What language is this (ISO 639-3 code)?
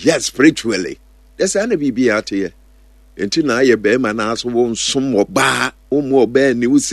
aka